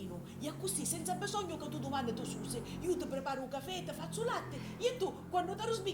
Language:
Sicilian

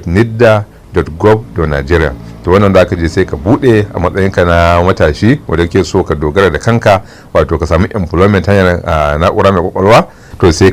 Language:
Hausa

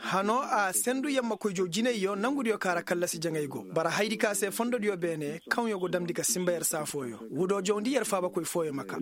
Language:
Koyraboro Senni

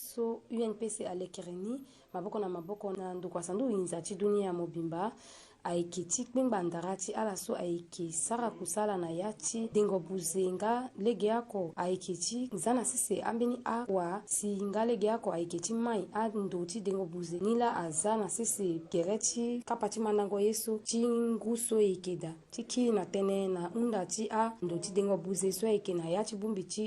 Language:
Sango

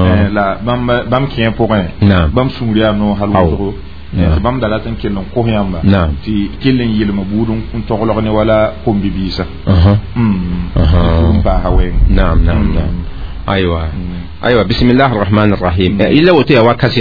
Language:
Mossi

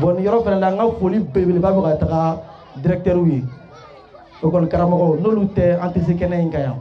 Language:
Bambara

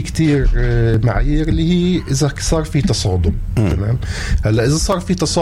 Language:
North Levantine Arabic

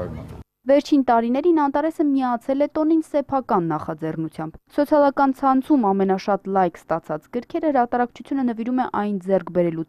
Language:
Armenian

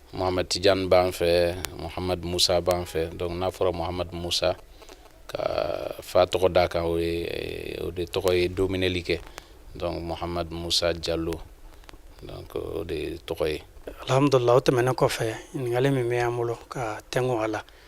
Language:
Bambara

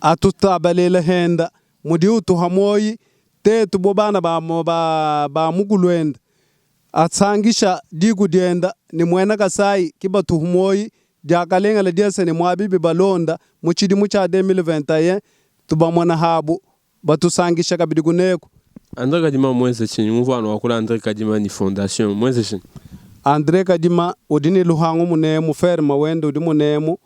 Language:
Luba-Lulua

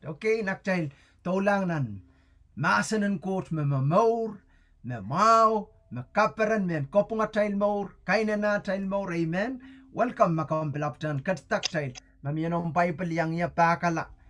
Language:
Pohnpeian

